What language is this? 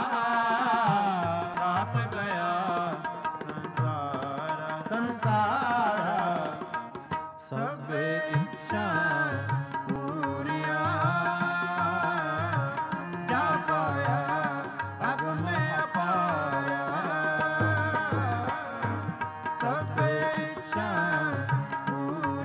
Punjabi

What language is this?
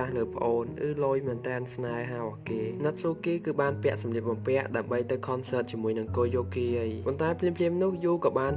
Khmer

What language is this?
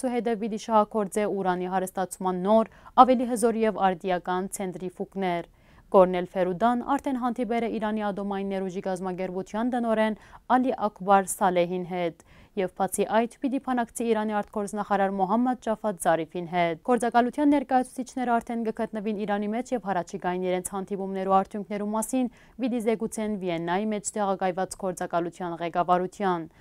Western Armenian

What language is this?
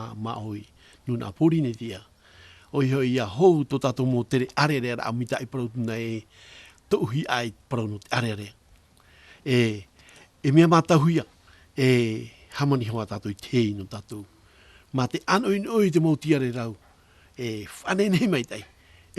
Tahitian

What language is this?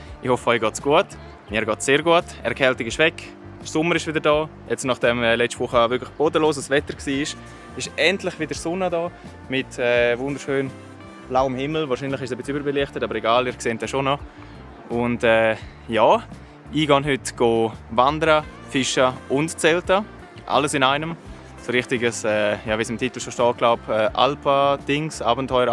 Swiss German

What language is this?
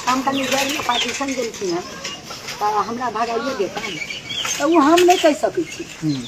Maithili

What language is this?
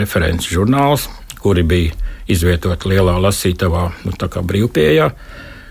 Latvian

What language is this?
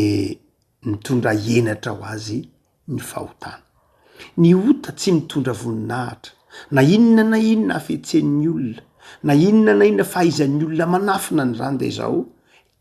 Malagasy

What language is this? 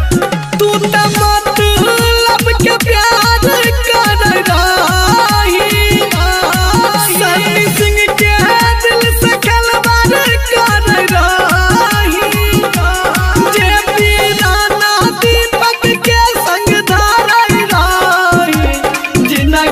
Bhojpuri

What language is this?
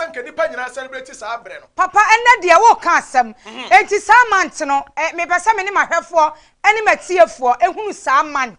Akan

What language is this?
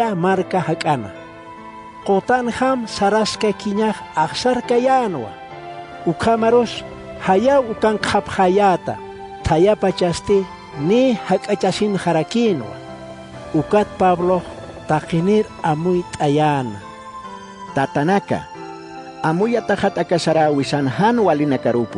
Aymara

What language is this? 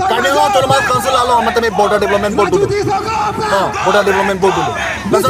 Karbi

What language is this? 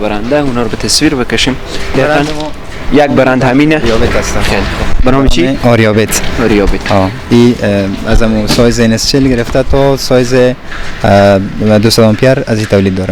Persian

